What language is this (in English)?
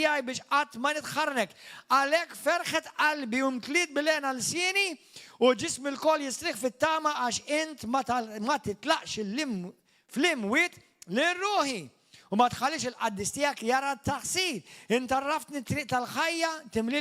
Maltese